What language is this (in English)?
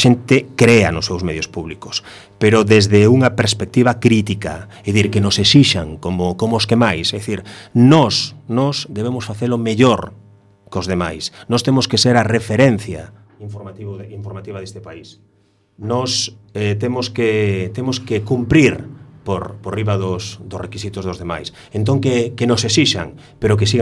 Galician